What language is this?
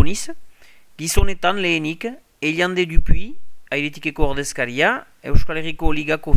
Basque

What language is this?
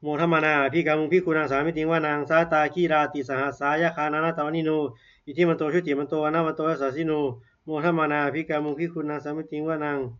Pali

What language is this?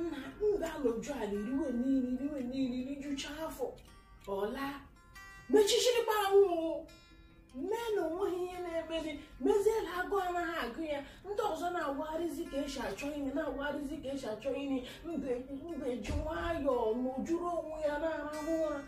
Igbo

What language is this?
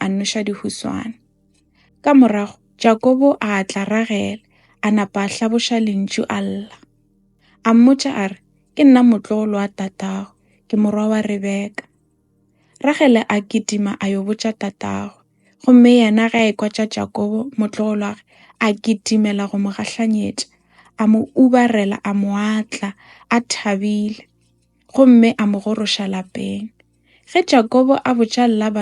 Northern Sotho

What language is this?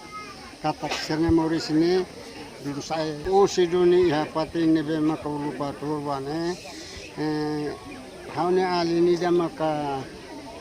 Tetum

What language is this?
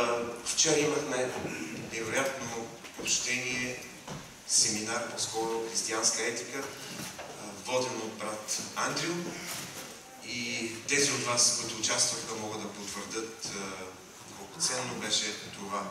Bulgarian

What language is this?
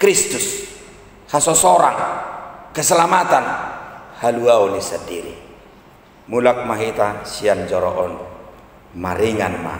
Batak Toba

